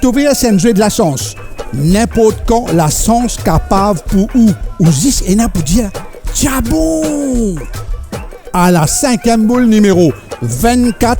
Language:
Morisyen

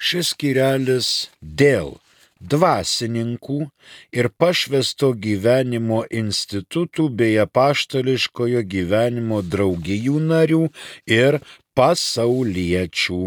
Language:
Lithuanian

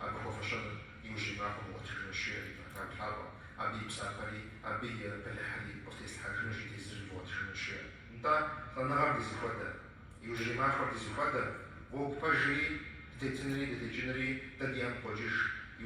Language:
Kabardian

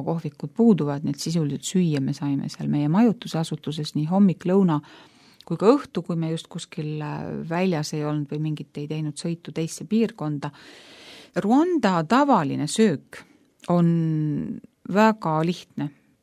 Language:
Estonian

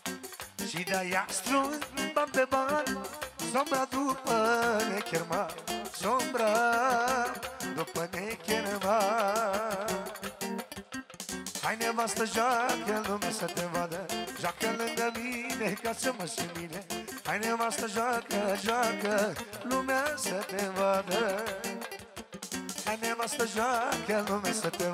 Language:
Romanian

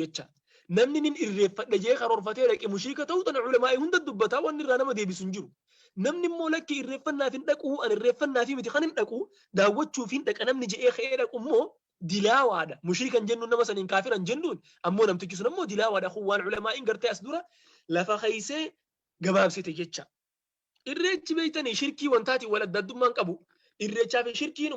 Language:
Oromo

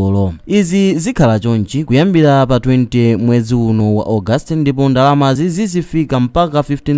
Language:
Nyanja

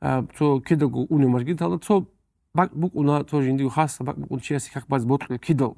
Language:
Avaric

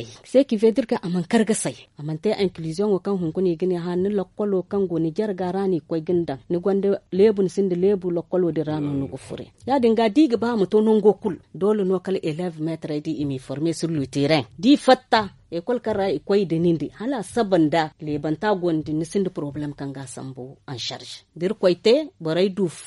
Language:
Zarma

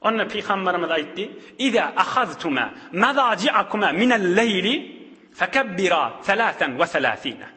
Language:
Turkmen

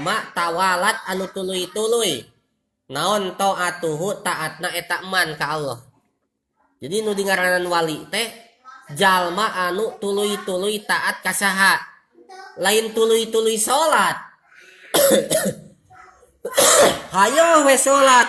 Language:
Sundanese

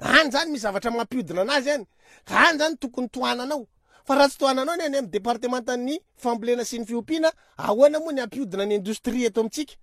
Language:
Malagasy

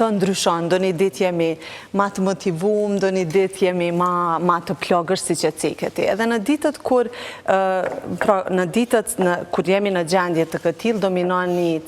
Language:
Albanian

